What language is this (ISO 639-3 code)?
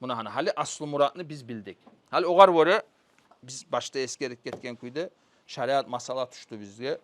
kum